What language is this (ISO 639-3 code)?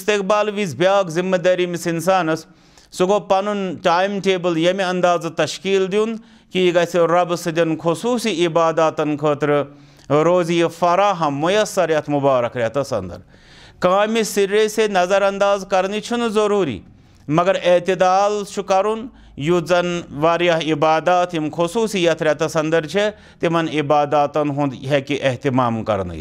kas